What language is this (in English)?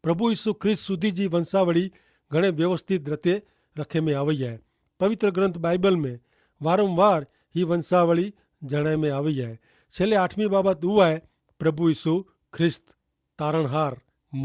Kachhi